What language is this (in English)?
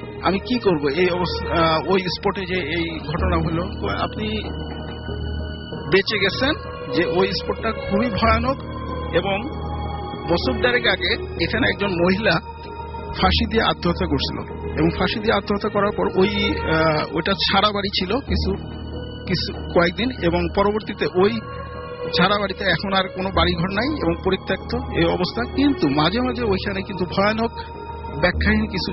Bangla